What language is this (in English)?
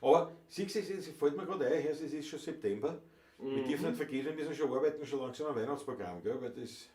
Bavarian